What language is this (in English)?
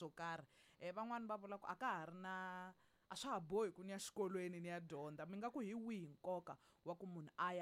Tsonga